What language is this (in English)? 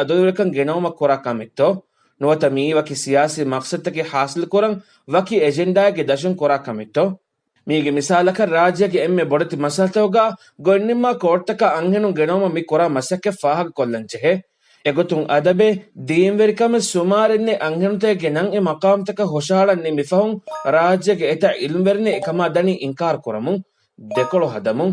Divehi